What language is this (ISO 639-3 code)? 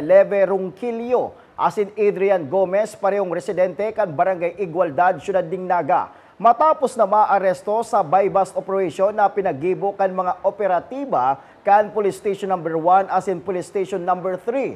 bik